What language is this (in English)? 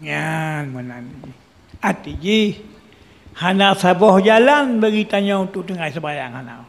Achinese